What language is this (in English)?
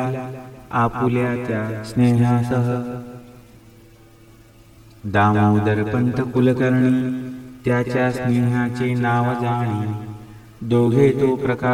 Marathi